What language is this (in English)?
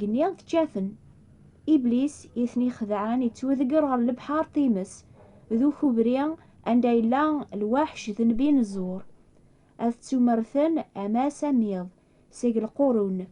Kabyle